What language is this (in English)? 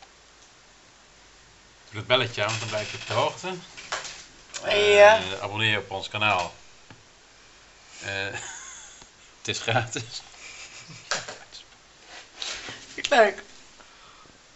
Dutch